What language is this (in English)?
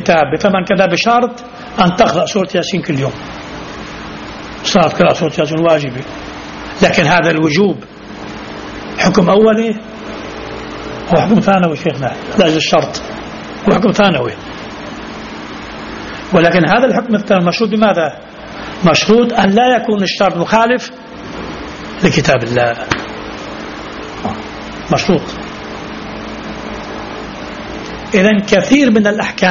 Arabic